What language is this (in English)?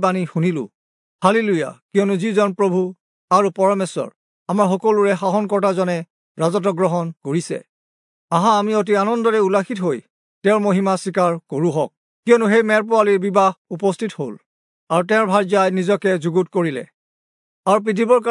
Assamese